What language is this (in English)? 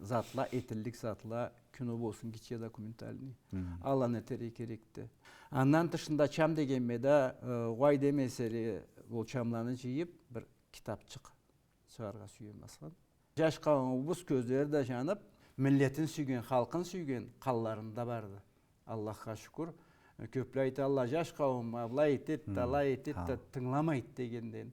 Karachay-Balkar